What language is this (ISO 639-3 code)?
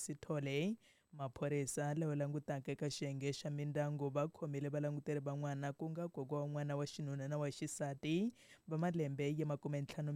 tso